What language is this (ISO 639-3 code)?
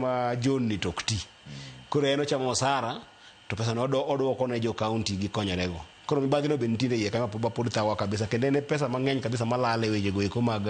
luo